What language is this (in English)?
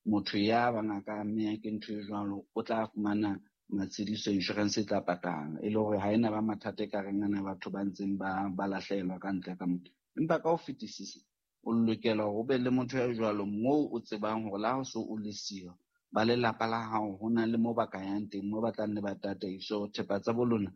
Southern Sotho